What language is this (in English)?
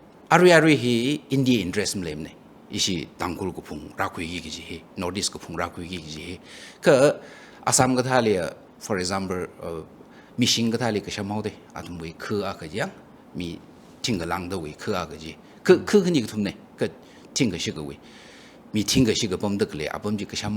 Tangkhul Naga (India)